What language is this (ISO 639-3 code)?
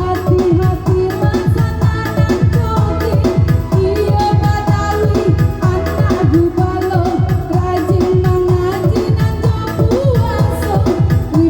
min